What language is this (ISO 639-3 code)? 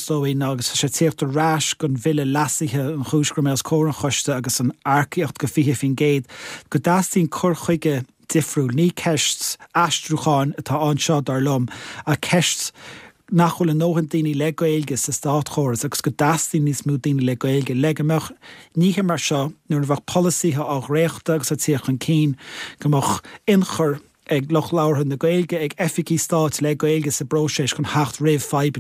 gle